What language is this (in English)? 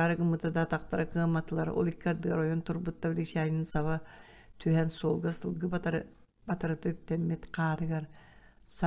Yakut